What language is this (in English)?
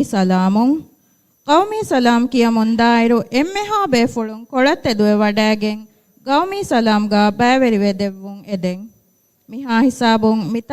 Divehi